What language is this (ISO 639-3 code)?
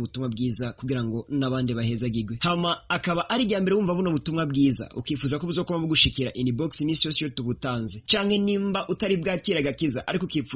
run